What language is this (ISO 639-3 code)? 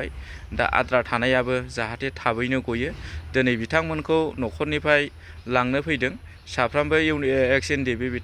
brx